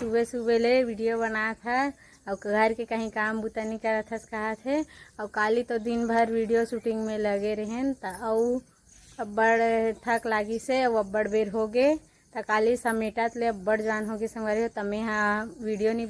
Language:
Chhattisgarhi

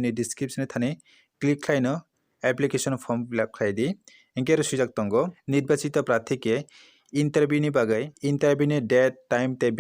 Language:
Kok Borok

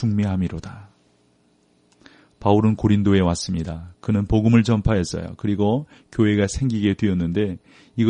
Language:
Korean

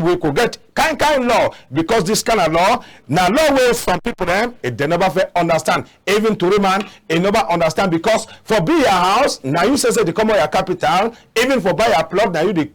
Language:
Cameroon Pidgin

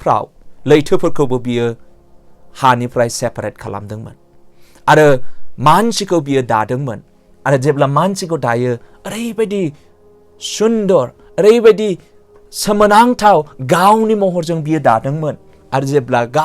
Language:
Bodo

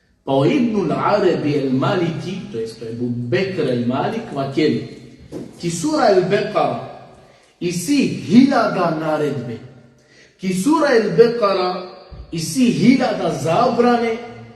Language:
Balkan Romani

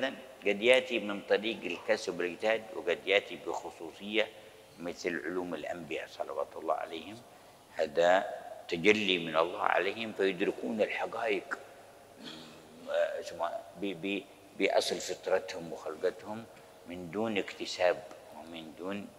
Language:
Arabic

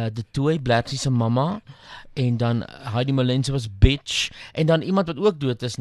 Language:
Afrikaans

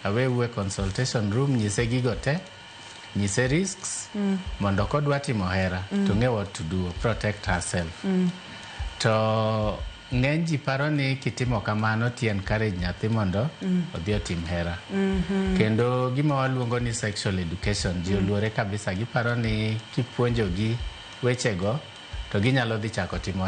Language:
Luo (Kenya and Tanzania)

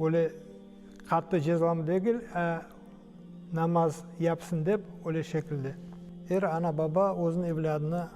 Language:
Crimean Tatar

